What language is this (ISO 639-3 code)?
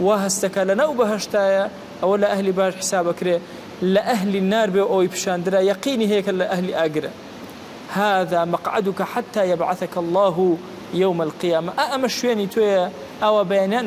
ckb